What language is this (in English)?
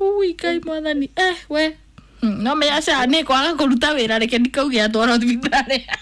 Kikuyu